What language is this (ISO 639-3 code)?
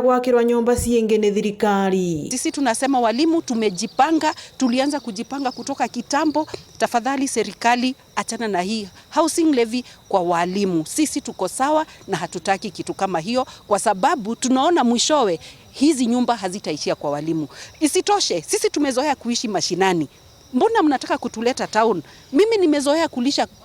mer